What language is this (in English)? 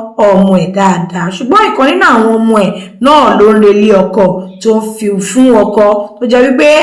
Yoruba